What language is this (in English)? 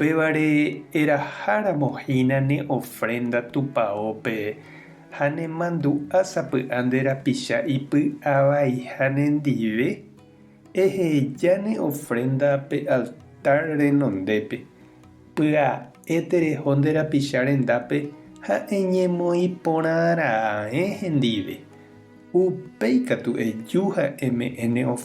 Guarani